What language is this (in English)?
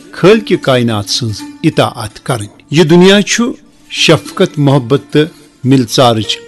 Kashmiri